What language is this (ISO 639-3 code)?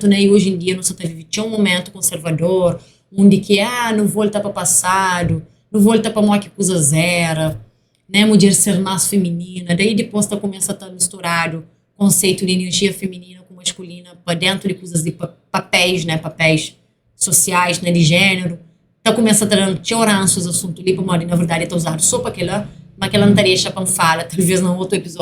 kea